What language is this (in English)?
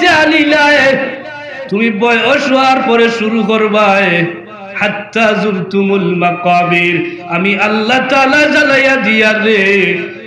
Sylheti